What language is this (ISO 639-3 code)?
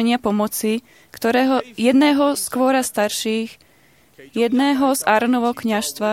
slk